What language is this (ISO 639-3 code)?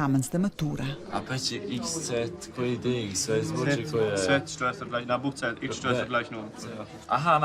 roh